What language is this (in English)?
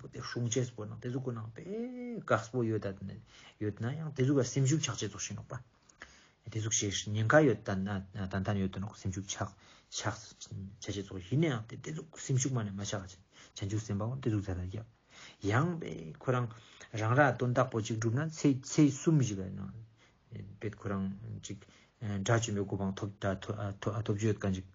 Ladakhi